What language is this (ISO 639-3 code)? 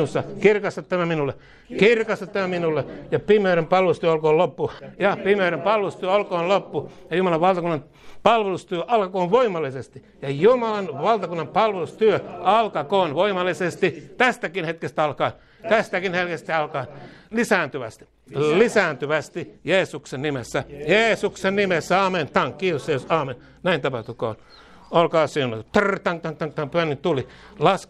fin